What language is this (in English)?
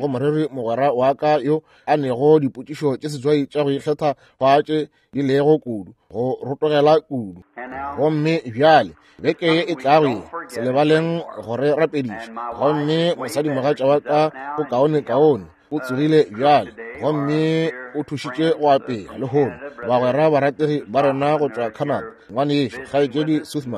Northern Sotho